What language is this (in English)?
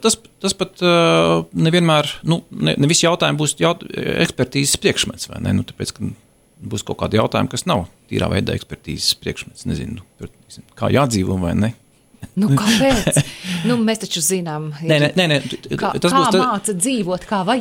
Latvian